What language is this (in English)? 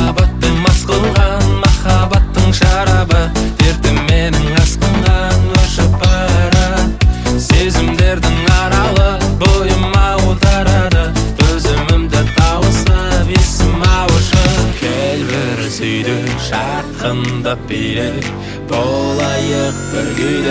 Kazakh